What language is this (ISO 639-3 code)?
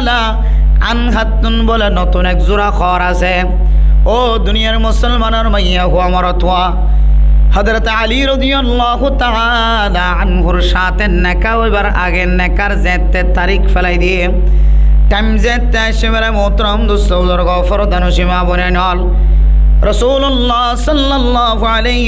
rhg